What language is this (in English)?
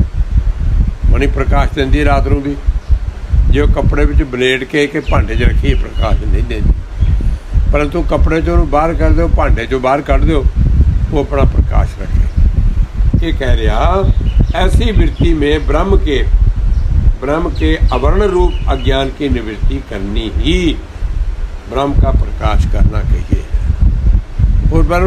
Punjabi